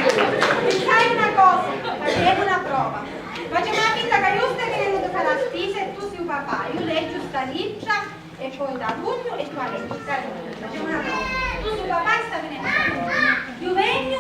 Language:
Sicilian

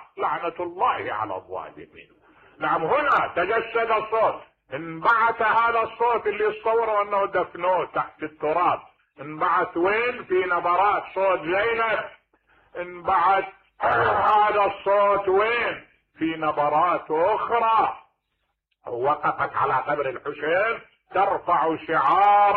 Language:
Mesopotamian Arabic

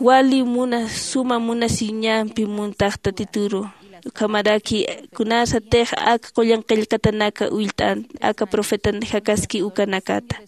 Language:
Aymara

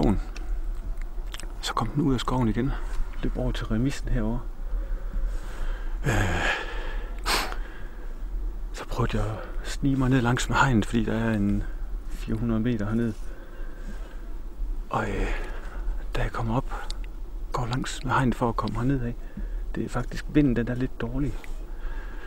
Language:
Danish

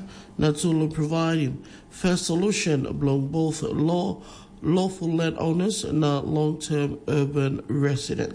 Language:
Tok Pisin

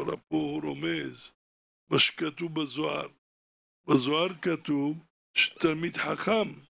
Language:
Hebrew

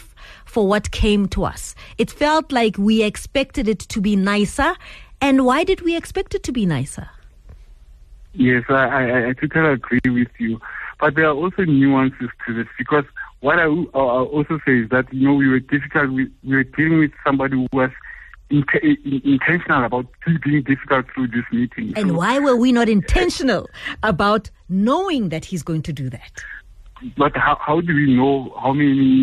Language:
English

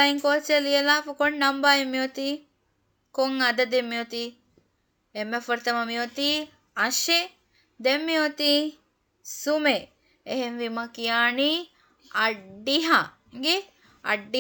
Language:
Divehi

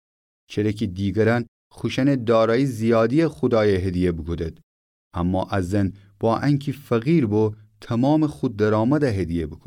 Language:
Gilaki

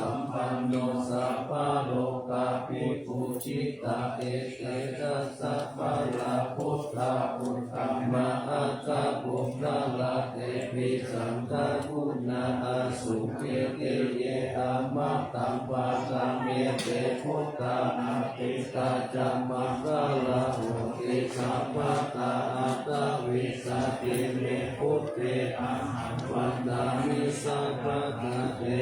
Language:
Pali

